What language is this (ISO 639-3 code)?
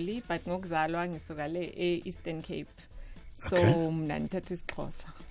nbl